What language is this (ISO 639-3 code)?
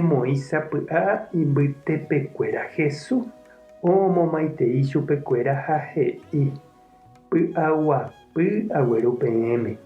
grn